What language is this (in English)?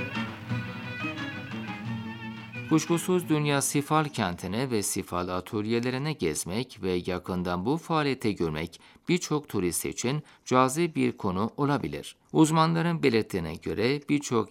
Turkish